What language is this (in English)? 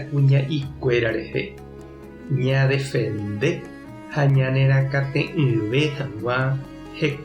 Guarani